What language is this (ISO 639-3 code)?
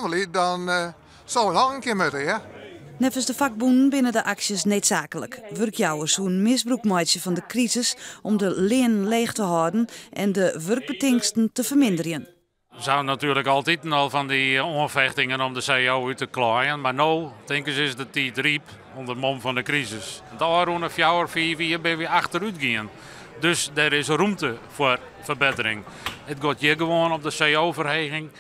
fry